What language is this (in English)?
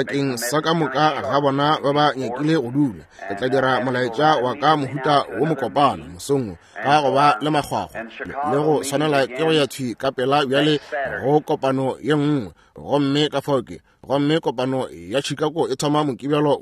Northern Sotho